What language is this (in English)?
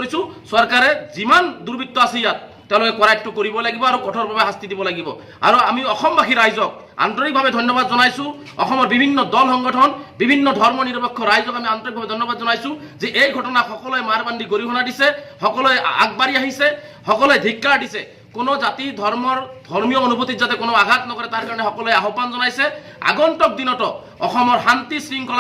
Assamese